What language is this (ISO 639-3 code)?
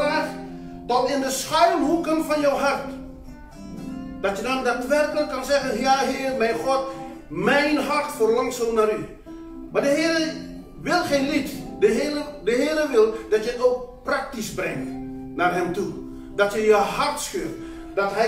nld